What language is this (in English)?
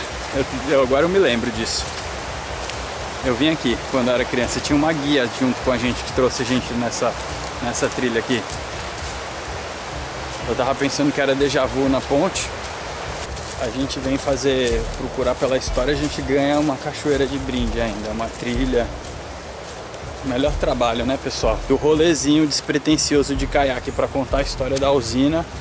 Portuguese